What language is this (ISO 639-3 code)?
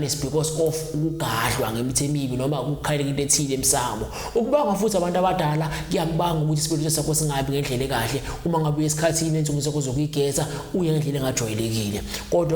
zul